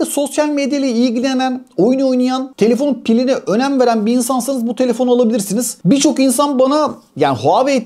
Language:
Turkish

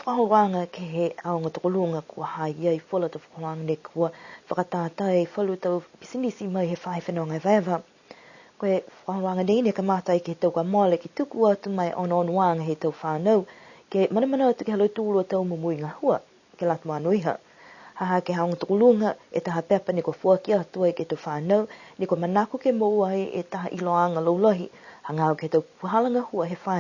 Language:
Niuean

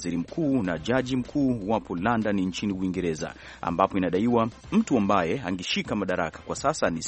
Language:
Swahili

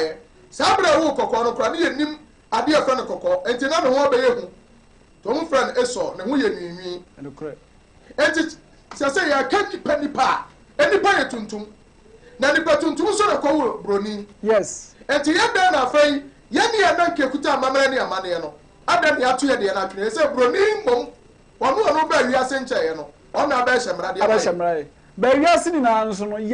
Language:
Akan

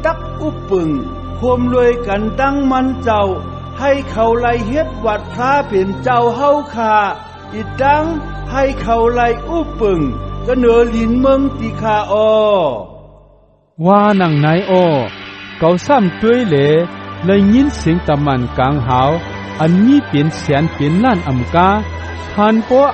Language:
Shan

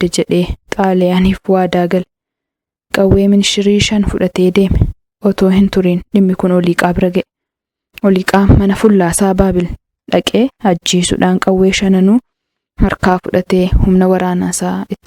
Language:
Oromo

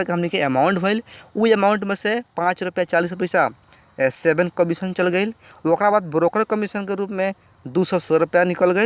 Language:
Bhojpuri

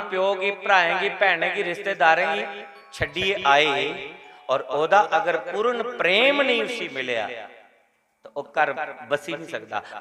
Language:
Dogri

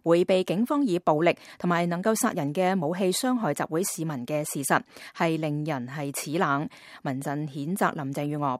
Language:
Cantonese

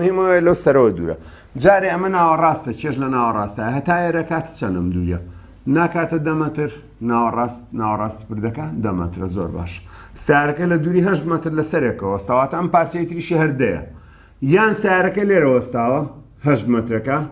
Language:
Central Kurdish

